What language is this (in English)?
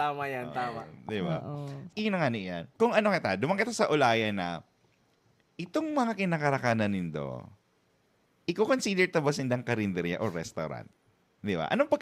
Bikol